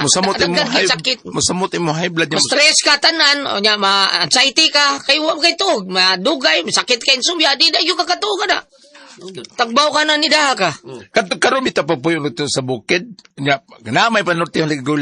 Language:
Cebuano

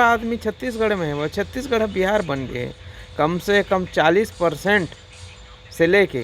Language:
Chhattisgarhi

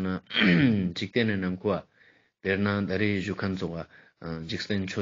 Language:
Ladakhi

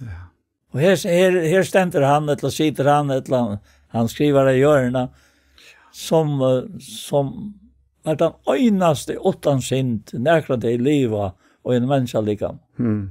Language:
Faroese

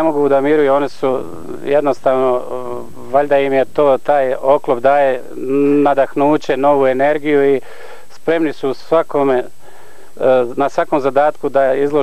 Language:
Serbian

